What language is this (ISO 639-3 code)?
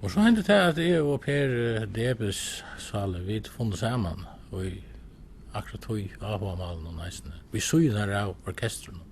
fao